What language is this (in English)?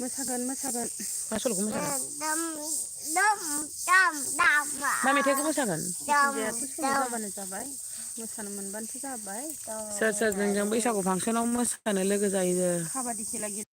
Bodo